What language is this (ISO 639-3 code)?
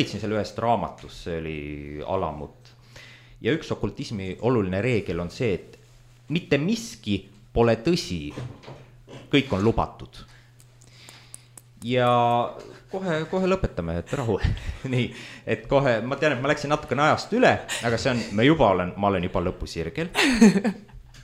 est